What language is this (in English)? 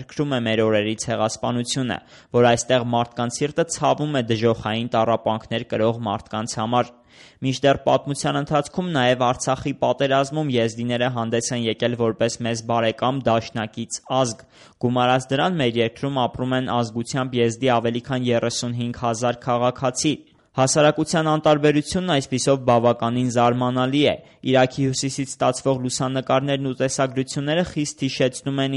Armenian